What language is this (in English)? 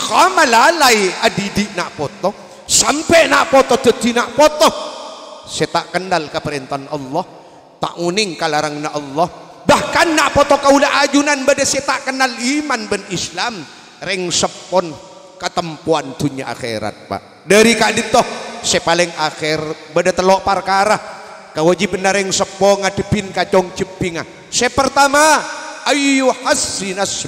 Madurese